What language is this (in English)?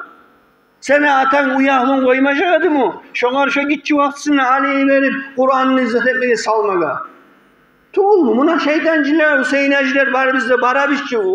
Kumyk